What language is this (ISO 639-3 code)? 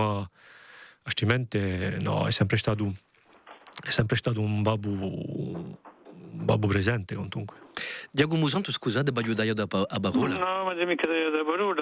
cos